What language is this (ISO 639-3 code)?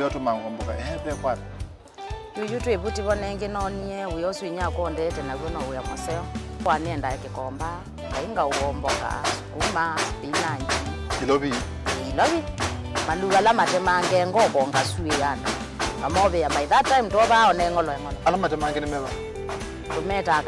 kam